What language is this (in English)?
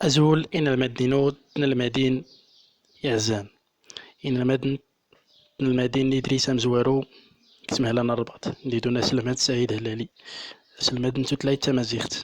Central Atlas Tamazight